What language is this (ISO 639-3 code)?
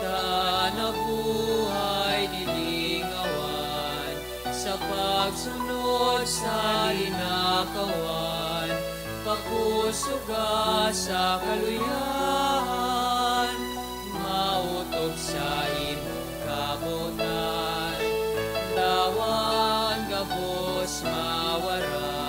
bik